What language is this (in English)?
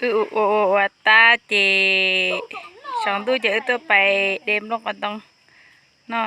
Hmong